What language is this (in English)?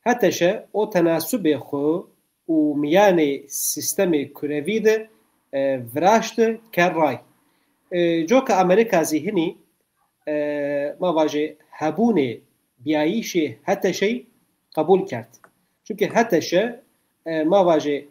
Zaza